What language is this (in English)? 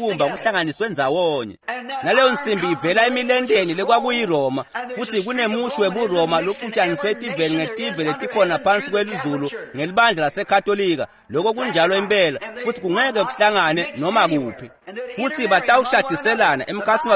Swati